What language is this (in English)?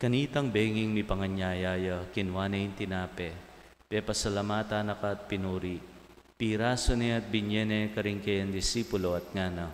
Pampanga